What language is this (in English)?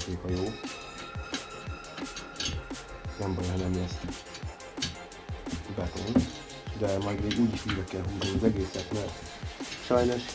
Hungarian